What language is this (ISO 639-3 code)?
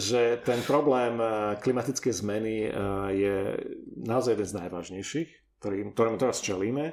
slk